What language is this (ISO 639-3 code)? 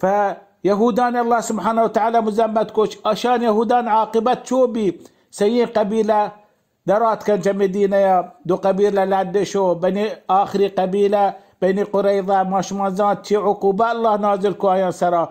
bal